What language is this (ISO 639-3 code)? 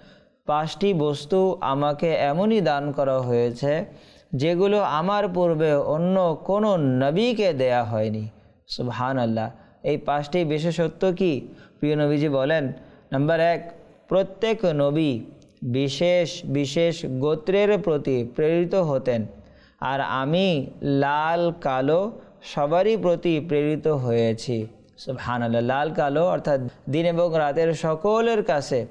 ben